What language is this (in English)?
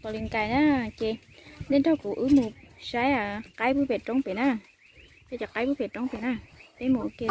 Hmong